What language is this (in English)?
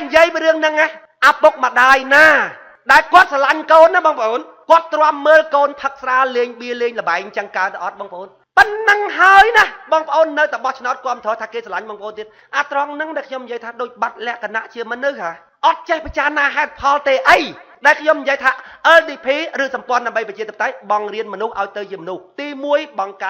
Khmer